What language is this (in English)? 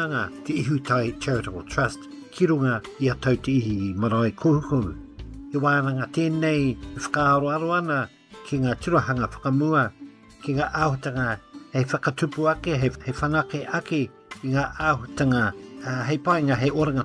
Māori